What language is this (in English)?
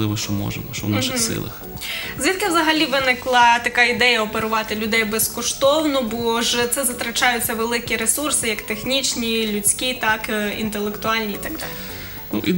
Ukrainian